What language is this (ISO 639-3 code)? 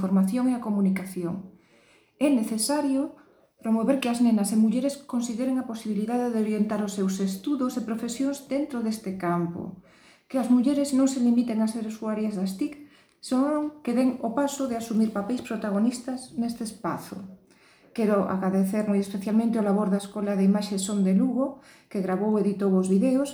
glg